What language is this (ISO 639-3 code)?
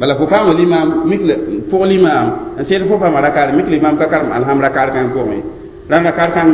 mos